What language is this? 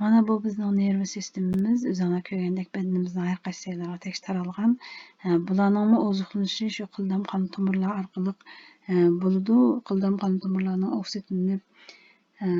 Uyghur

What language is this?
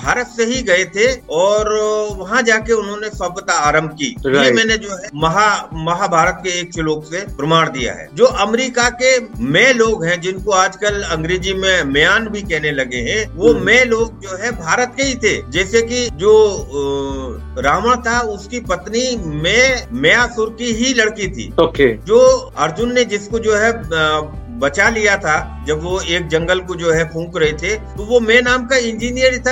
Hindi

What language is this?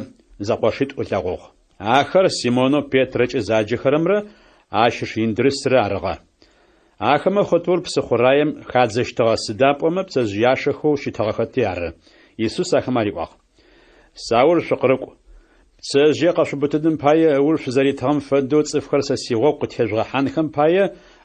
Adyghe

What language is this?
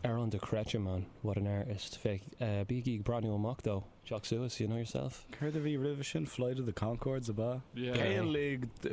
Irish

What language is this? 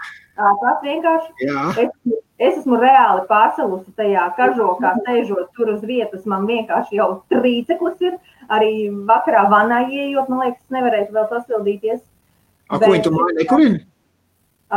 Latvian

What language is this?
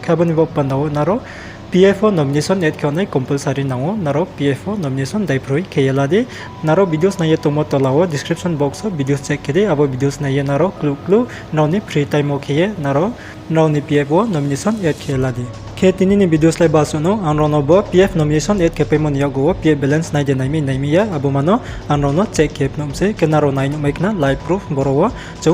Riang (India)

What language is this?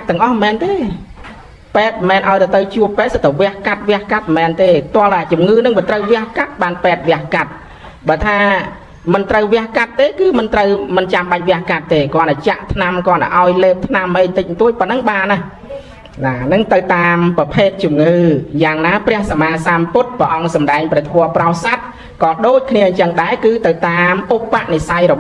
Khmer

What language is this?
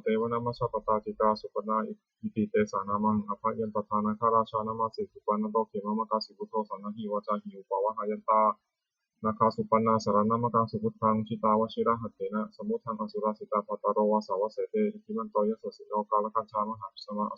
Pali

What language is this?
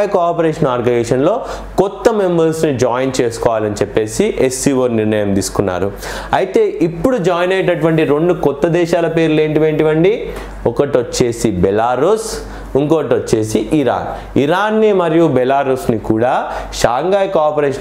Telugu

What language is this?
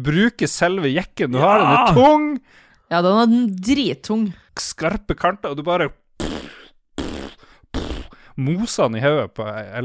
Norwegian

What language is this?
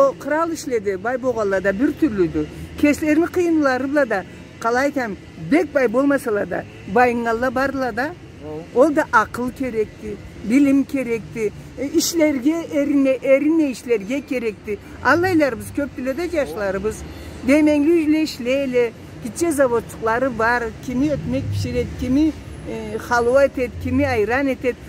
Karachay-Balkar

